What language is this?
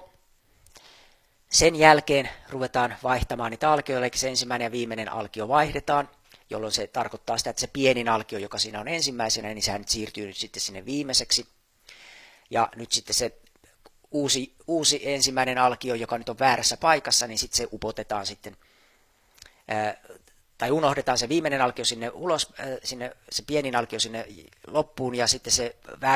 Finnish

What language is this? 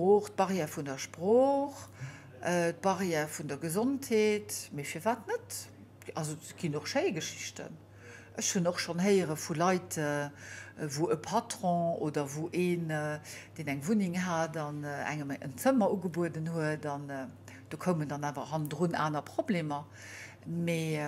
Luxembourgish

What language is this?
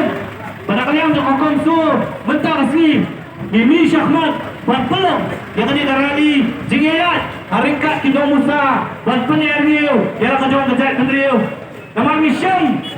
Khasi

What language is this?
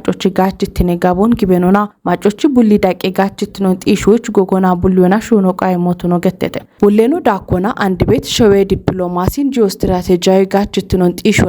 Kafa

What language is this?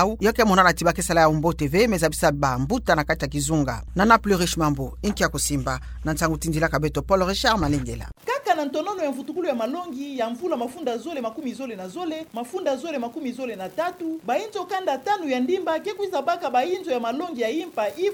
Kituba (Democratic Republic of Congo)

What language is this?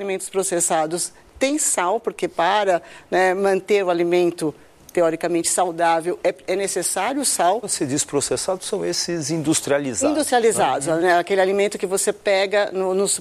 Portuguese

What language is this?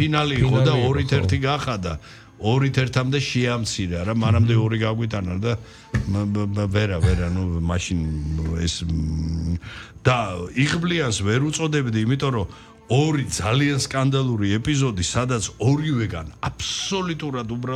Georgian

